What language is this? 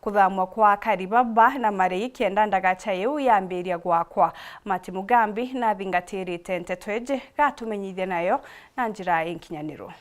Meru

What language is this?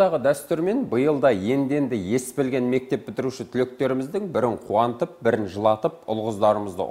Kazakh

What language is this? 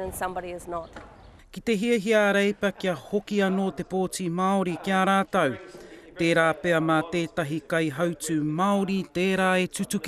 Māori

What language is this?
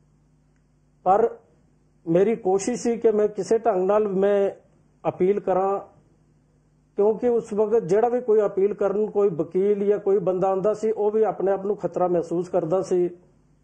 Punjabi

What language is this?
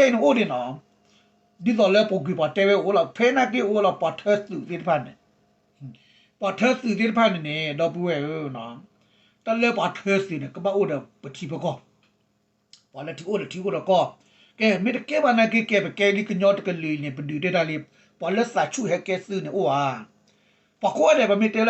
S'gaw Karen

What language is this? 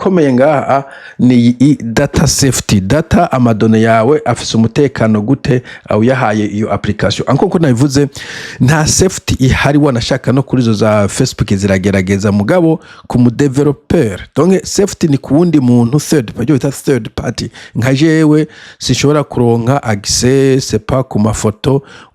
Rundi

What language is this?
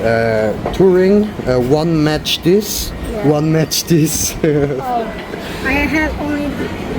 Swiss German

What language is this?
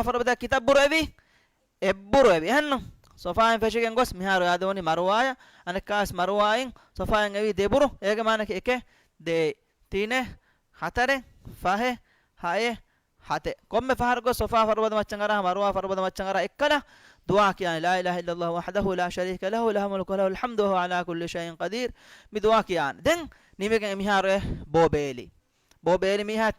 Divehi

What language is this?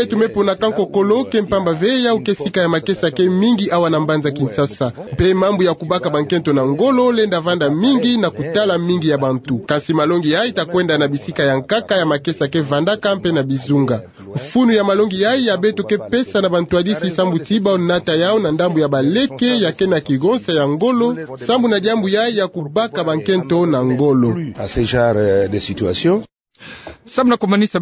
Kituba (Democratic Republic of Congo)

